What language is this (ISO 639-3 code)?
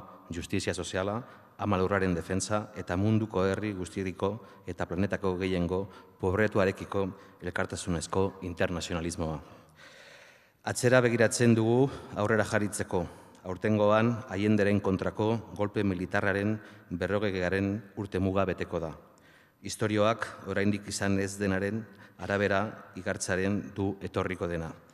eus